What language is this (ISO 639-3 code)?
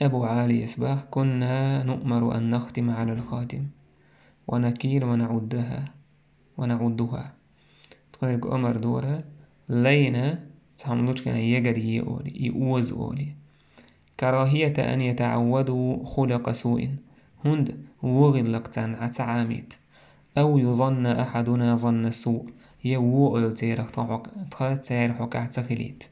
che